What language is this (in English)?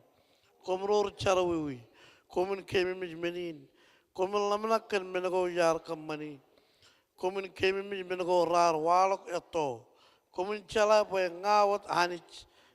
Marshallese